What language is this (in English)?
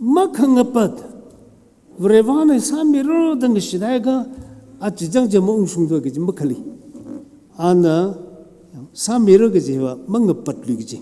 Tangkhul Naga (India)